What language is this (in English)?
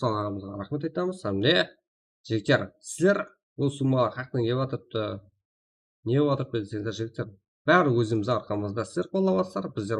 Kara-Kalpak